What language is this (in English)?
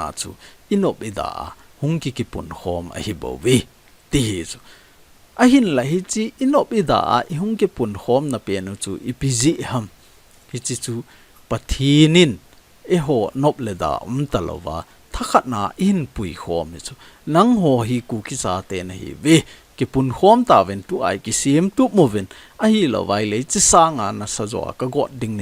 Thado Chin